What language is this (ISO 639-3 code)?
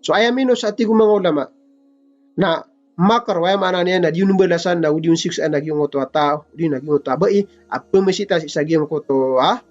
mrw